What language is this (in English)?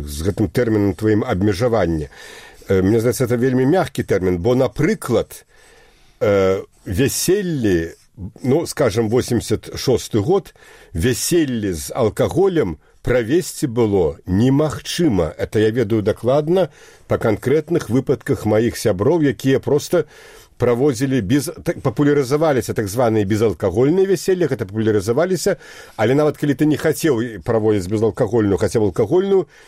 Belarusian